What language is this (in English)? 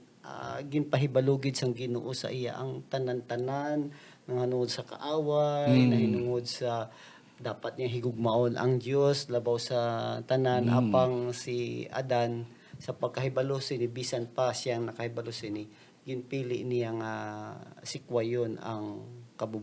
Hiligaynon